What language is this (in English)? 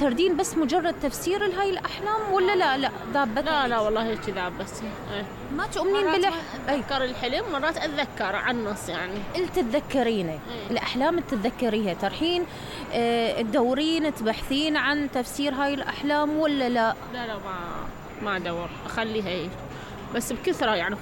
Mesopotamian Arabic